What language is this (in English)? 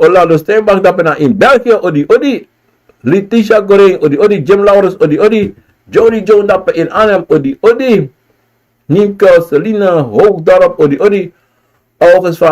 Sranan Tongo